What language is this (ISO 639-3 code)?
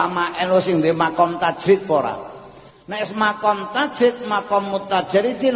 jav